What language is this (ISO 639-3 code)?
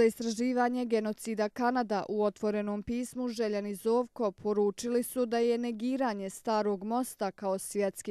bos